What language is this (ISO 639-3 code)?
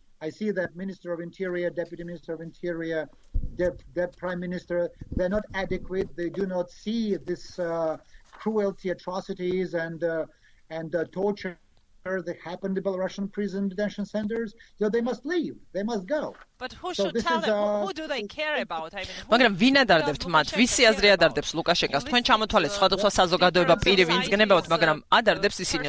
kat